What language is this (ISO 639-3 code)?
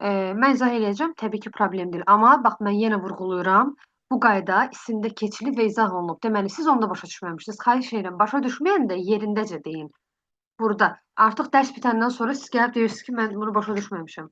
aze